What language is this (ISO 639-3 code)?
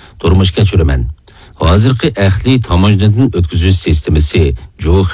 uig